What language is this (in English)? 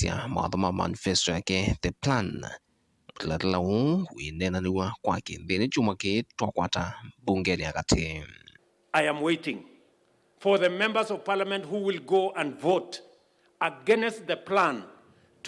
Kamba